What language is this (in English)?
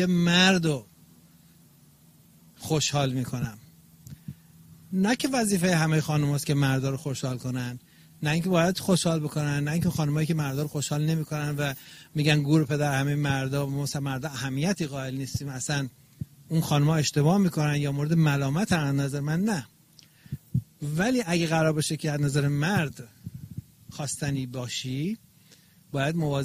Persian